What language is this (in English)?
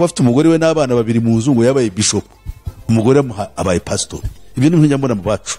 Kinyarwanda